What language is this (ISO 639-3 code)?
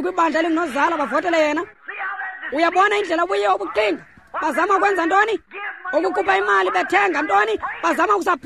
xho